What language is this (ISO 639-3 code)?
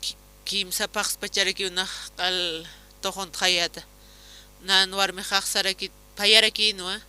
aym